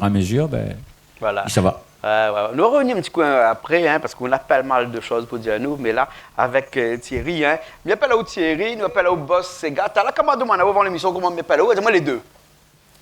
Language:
Réunion Creole French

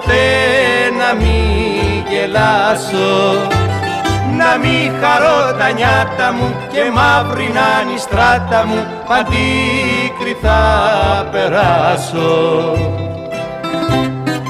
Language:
Greek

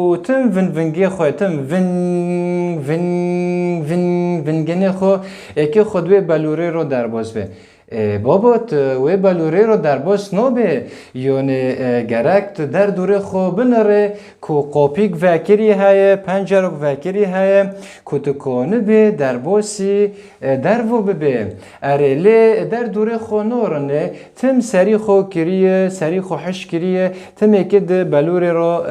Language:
Kurdish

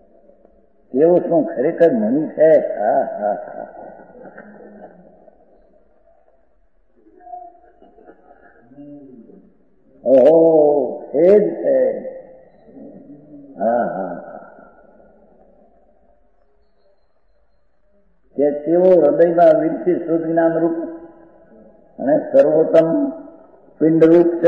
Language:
Gujarati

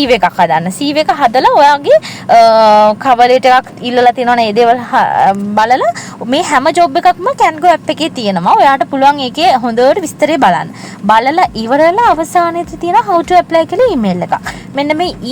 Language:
Sinhala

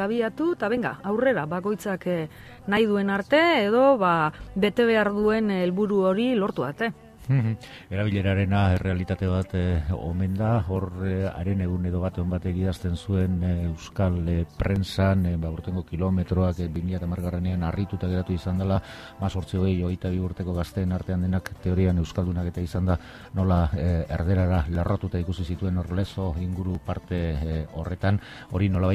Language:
Basque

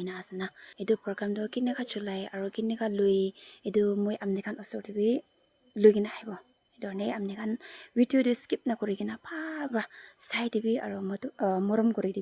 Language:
Naga Pidgin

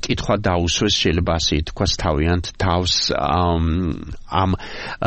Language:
Georgian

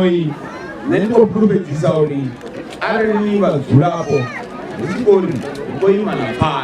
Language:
Venda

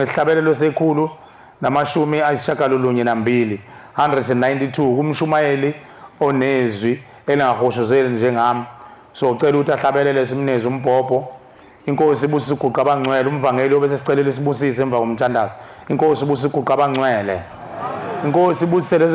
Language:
Zulu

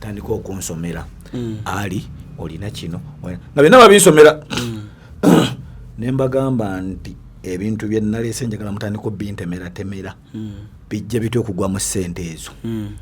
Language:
Ganda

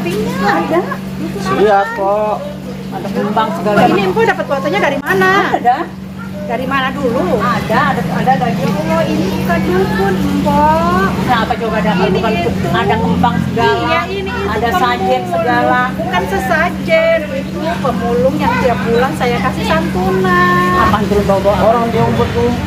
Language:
Betawi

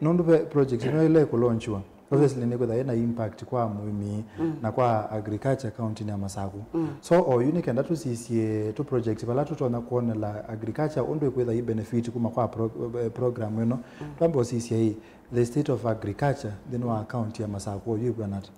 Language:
Kamba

